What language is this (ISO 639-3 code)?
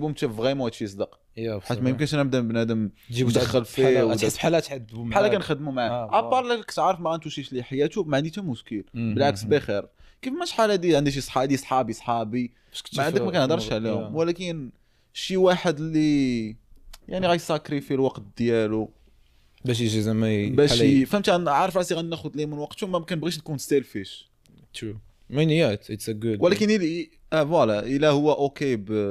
ary